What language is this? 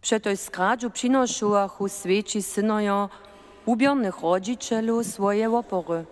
Upper Sorbian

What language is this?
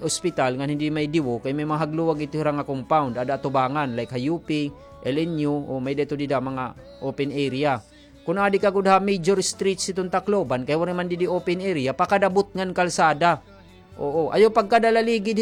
Waray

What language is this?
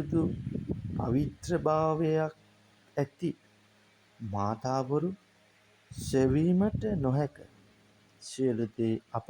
Sinhala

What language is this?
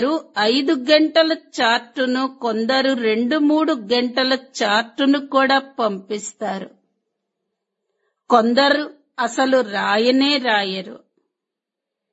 Telugu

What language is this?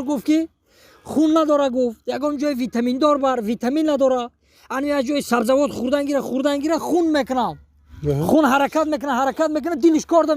Tajik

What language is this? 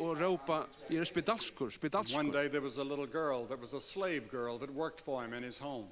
Faroese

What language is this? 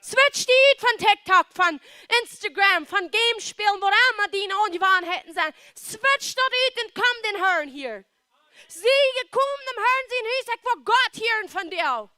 Plautdietsch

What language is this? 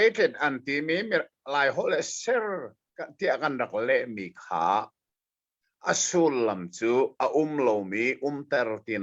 Hakha Chin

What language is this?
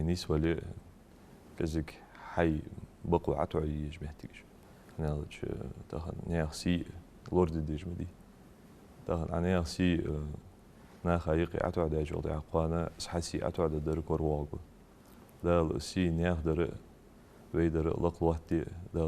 Ingush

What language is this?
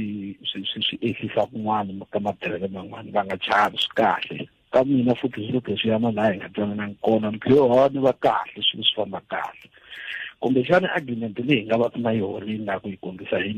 Tsonga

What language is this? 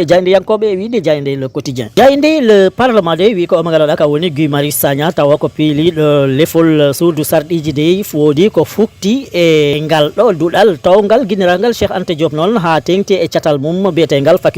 Fula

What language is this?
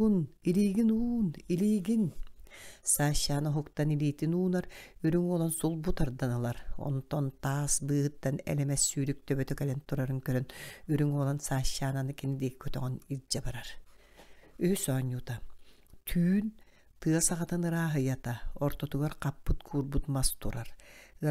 Yakut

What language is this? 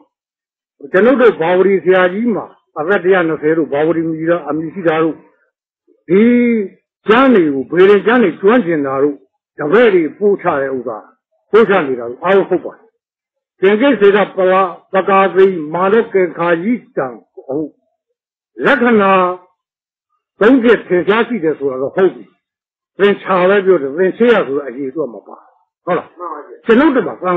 Burmese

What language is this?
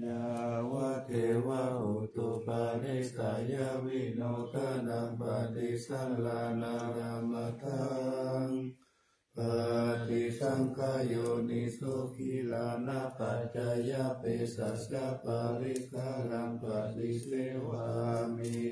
Pali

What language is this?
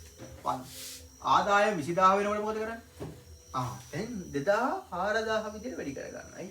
Sinhala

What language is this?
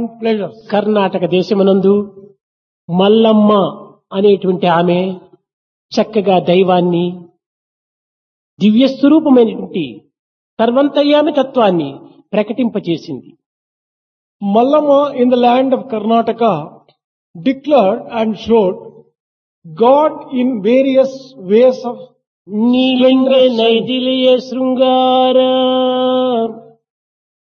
Telugu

